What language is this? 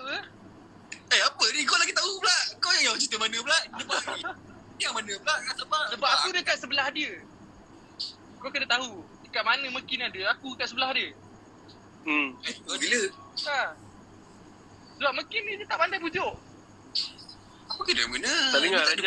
Malay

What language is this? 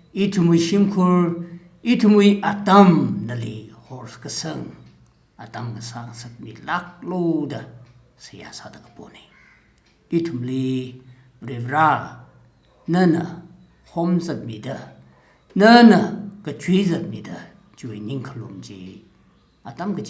Tangkhul Naga (India)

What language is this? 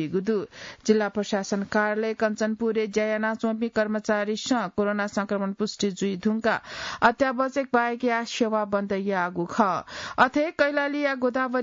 Newari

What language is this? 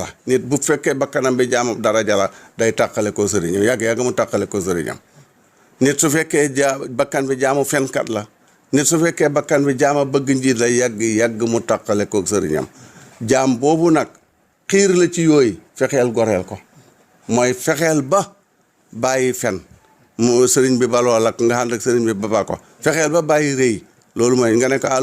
Wolof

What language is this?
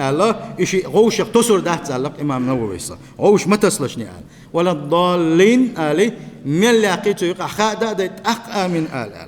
Chechen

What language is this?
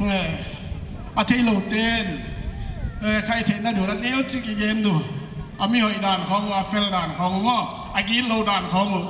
Paite Chin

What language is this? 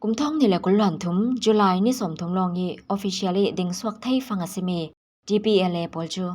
Falam Chin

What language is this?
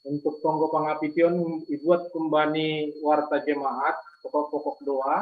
Batak Simalungun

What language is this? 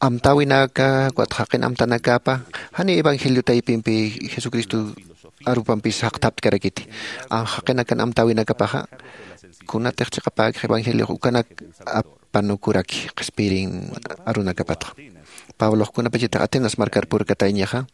Aymara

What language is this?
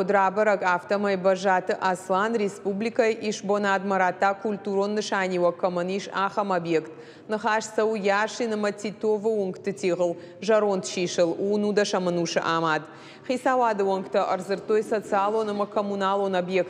Ossetic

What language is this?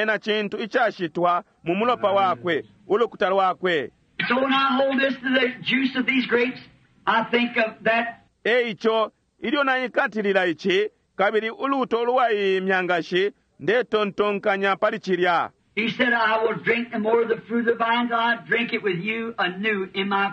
Bemba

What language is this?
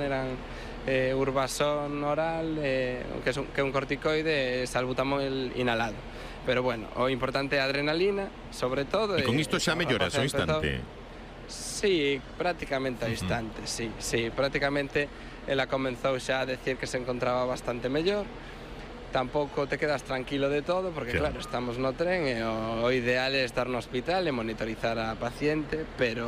Galician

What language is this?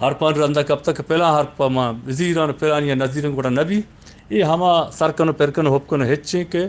Eastern Balochi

